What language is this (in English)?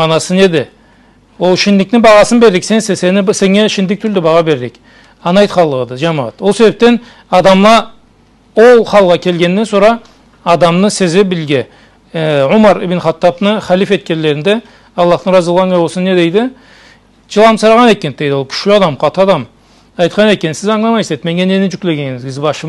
Karachay-Balkar